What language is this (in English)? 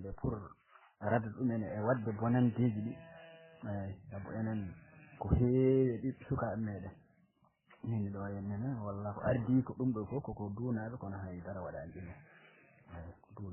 Fula